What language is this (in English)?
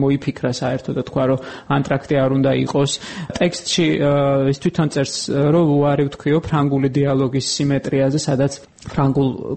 Georgian